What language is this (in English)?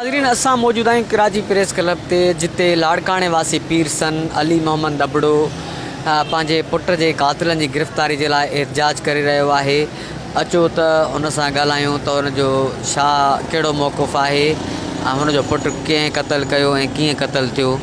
Sindhi